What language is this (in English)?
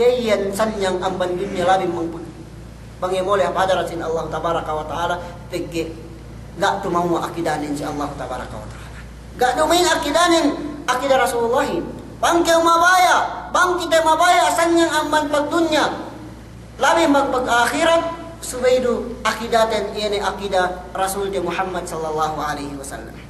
Yakan